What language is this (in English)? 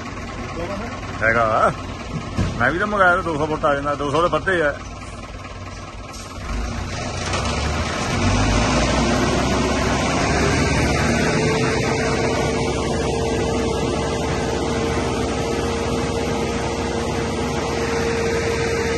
Punjabi